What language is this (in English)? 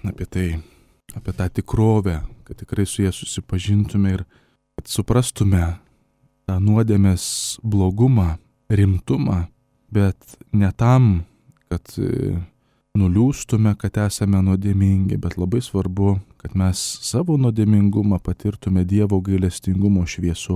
Lithuanian